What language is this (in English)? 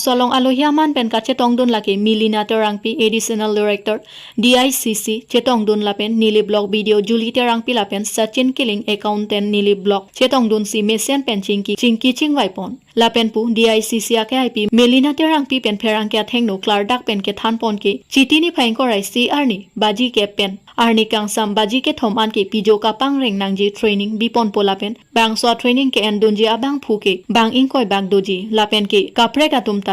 Karbi